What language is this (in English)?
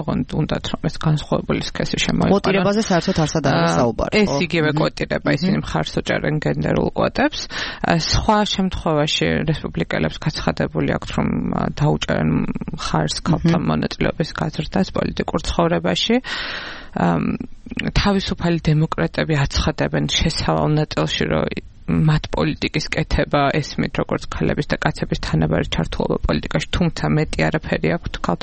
Georgian